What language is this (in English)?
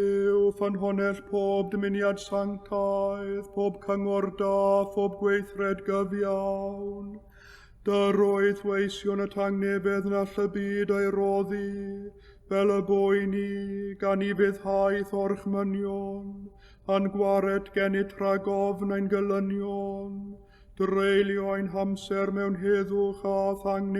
Welsh